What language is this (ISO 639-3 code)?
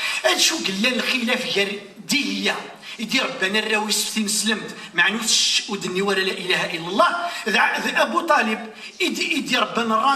kab